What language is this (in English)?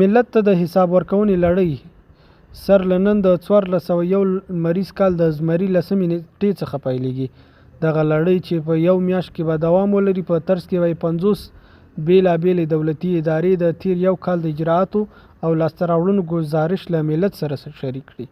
Pashto